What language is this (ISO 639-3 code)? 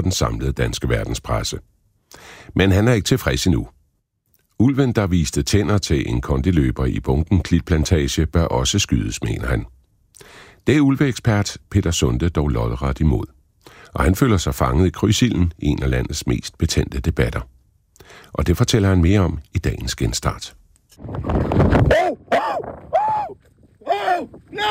dan